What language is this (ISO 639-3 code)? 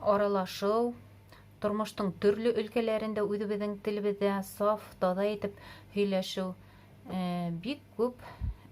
bak